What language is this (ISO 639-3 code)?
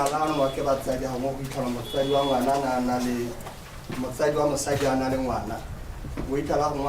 tsn